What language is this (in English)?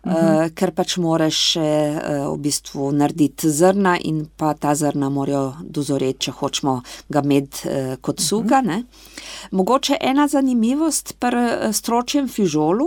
Slovenian